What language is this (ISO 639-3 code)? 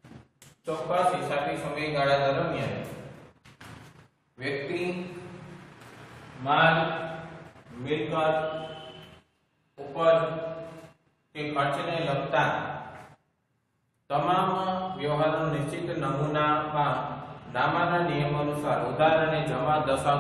guj